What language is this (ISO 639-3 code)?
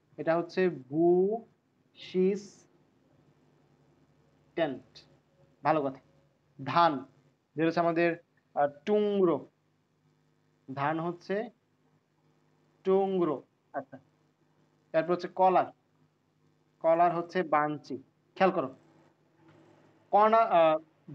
ben